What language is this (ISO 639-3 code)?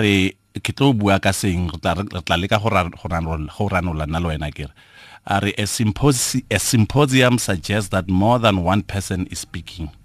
tsn